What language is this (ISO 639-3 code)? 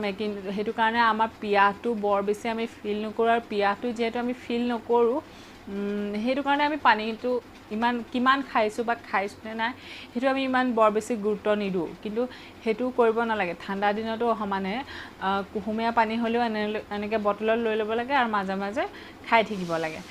asm